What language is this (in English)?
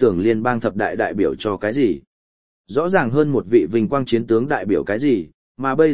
Vietnamese